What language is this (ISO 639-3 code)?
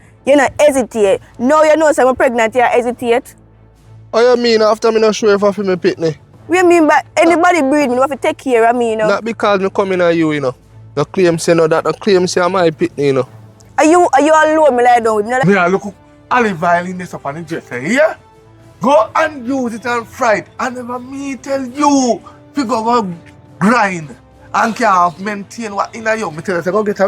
jam